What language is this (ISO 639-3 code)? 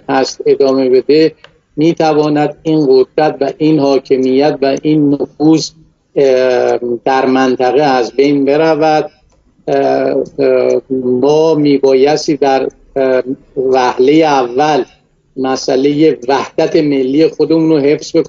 fas